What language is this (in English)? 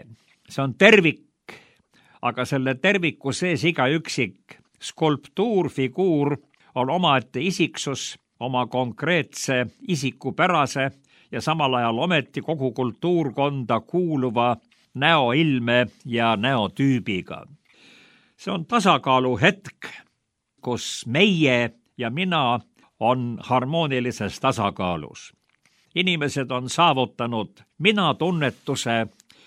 Estonian